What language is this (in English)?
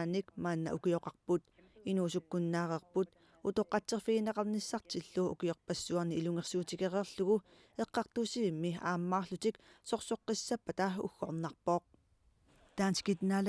Kalaallisut